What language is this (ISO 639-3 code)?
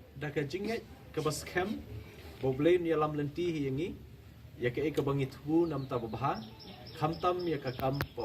kha